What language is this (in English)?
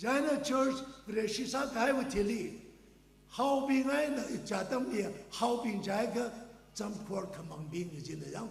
Tangkhul Naga (India)